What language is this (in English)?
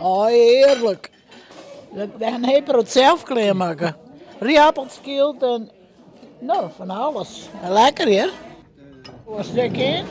Western Frisian